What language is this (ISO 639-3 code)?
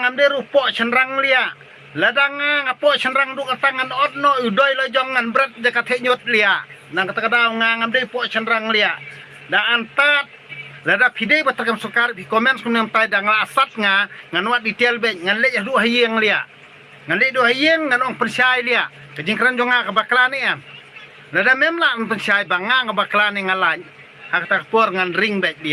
kha